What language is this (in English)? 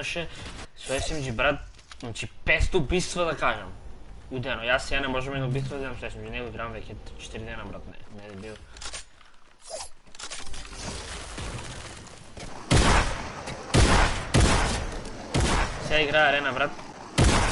Bulgarian